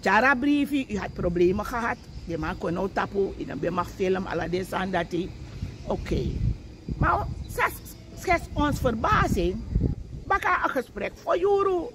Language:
Sranan Tongo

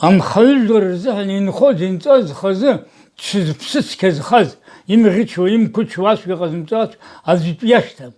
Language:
Abkhazian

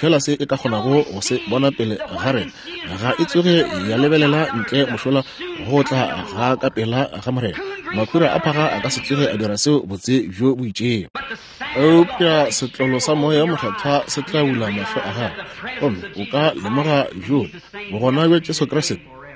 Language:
Northern Sotho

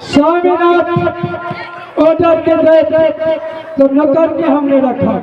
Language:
Maithili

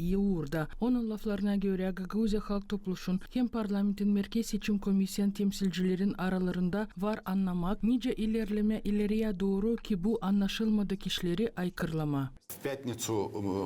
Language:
Gagauz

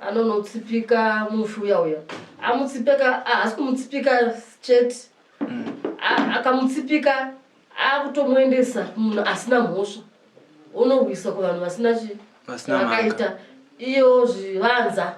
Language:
Shona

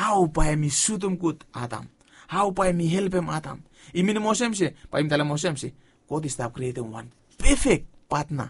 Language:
Bislama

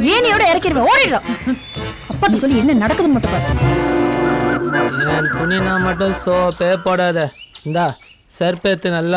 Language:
Tamil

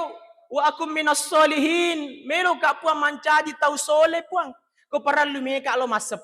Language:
Buginese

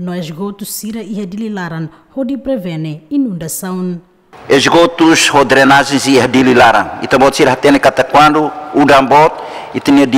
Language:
Tetum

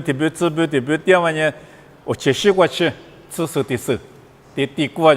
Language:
Lisu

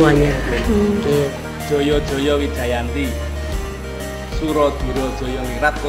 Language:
Indonesian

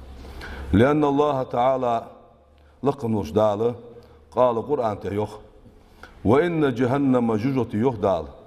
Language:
Ingush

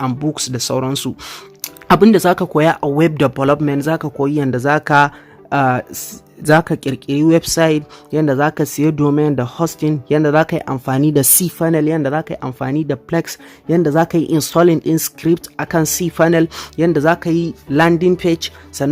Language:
Hausa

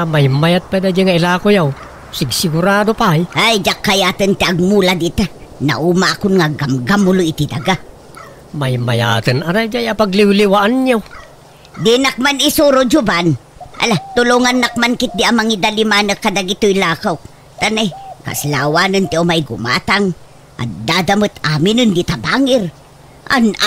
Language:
Iloko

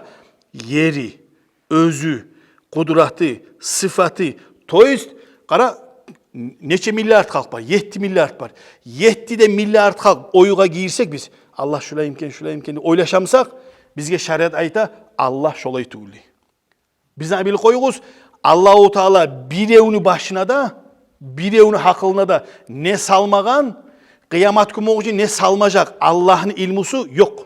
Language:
Kumyk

